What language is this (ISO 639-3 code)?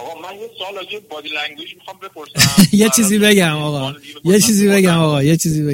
fas